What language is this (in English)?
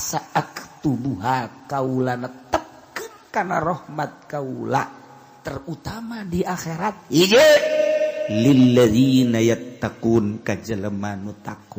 Sundanese